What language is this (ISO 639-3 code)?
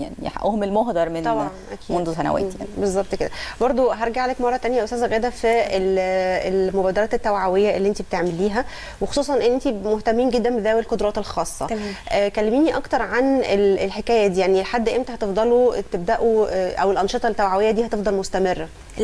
arz